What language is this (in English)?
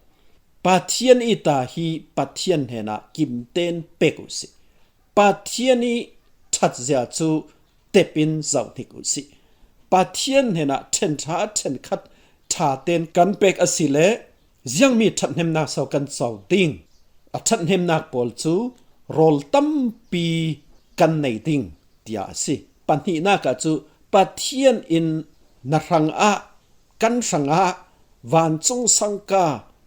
Falam Chin